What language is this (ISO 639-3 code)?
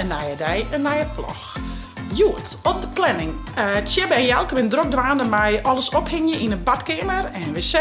fry